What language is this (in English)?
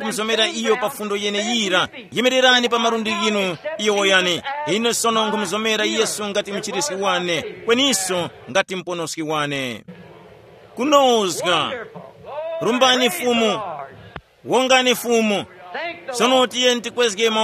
Tumbuka